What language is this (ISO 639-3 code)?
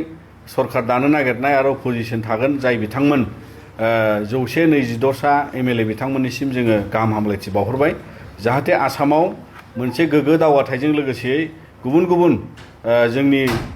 brx